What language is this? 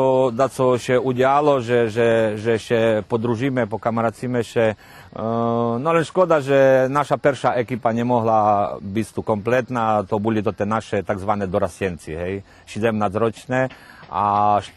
Rusyn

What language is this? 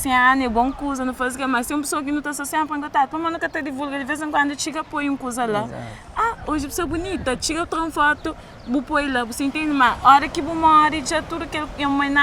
Kabuverdianu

